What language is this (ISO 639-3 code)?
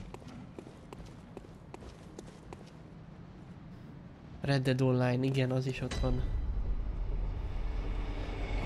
hun